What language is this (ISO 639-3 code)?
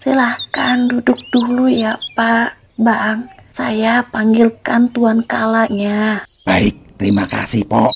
bew